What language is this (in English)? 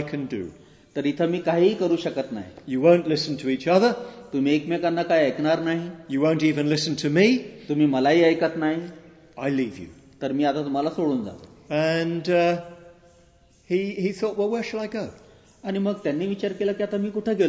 Marathi